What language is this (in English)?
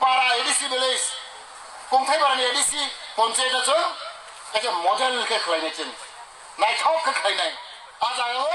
Kok Borok